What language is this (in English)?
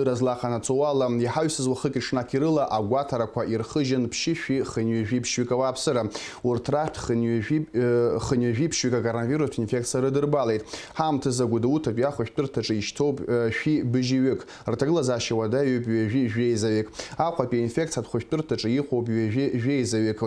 Abkhazian